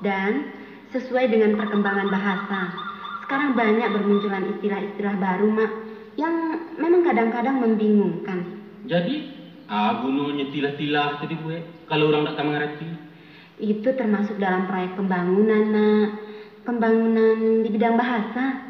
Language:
Minangkabau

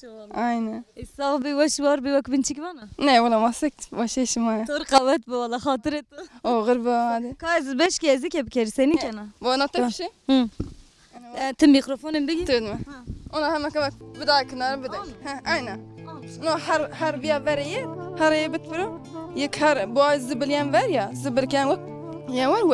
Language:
Zaza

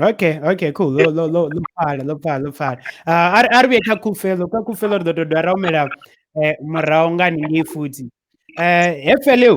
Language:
Venda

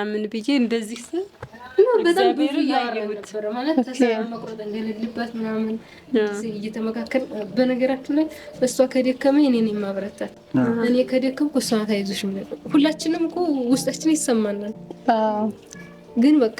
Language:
Amharic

